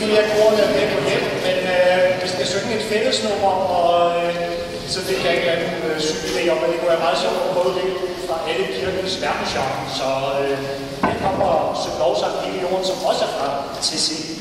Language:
Danish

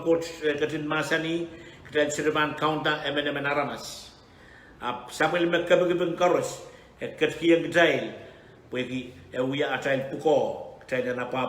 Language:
Pohnpeian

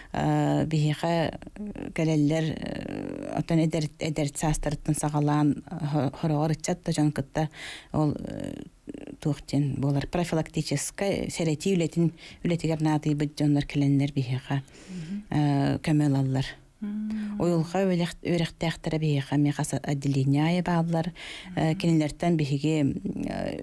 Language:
Yakut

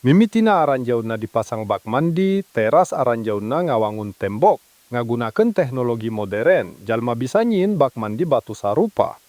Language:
Sundanese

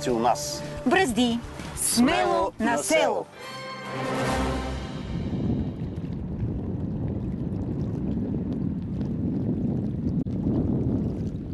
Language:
Bulgarian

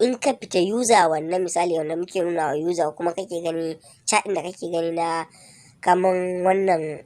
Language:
Hausa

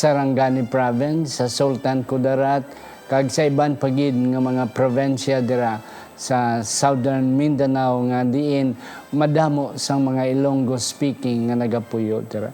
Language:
Hiligaynon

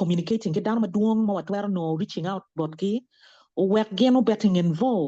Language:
Acoli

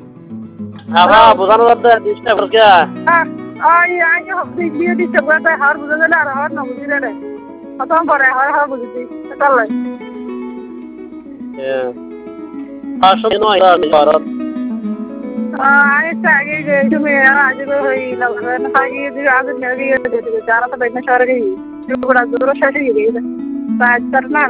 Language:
Bangla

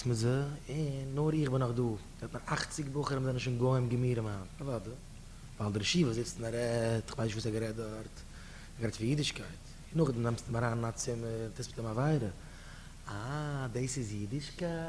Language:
Yiddish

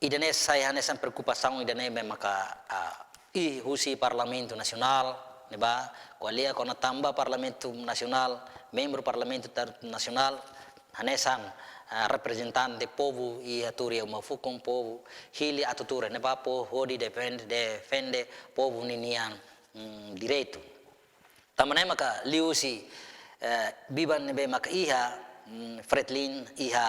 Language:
Tetum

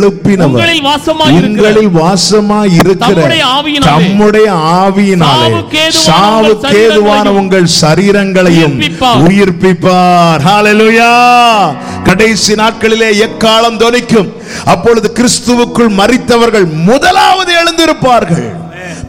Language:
Tamil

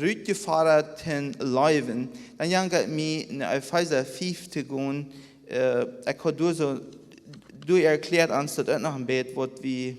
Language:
Plautdietsch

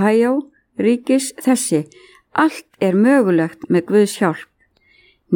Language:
Icelandic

